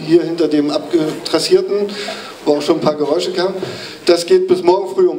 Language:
German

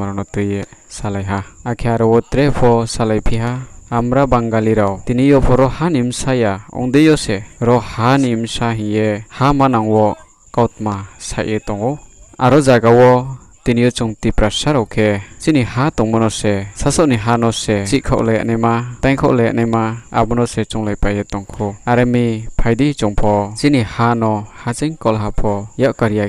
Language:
Riang (India)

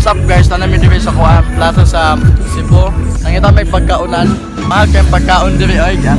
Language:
Cebuano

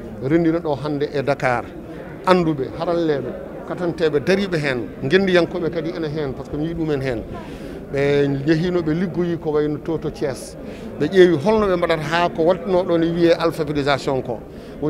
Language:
Fula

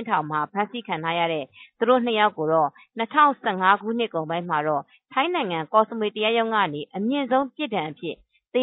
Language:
Burmese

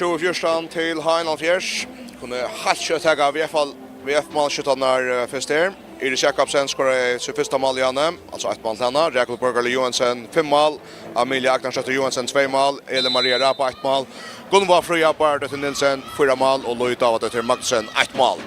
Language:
Faroese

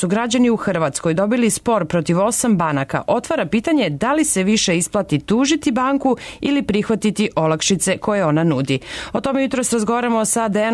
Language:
Serbian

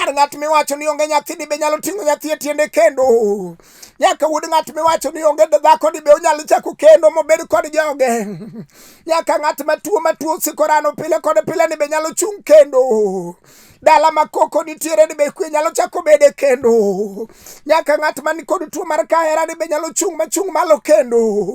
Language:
Luo (Kenya and Tanzania)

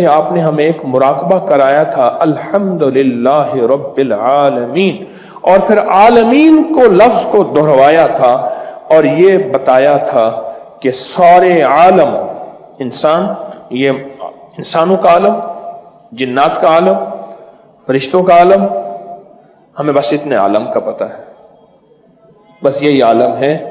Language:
Urdu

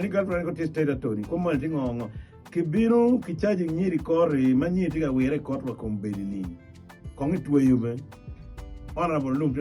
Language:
Acoli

